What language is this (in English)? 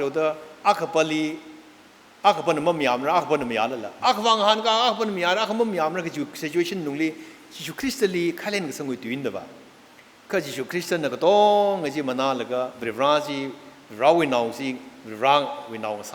Tangkhul Naga (India)